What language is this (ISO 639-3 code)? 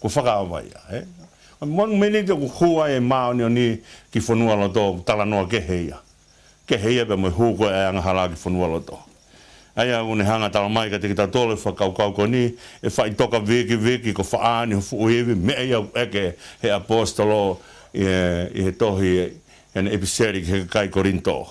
ton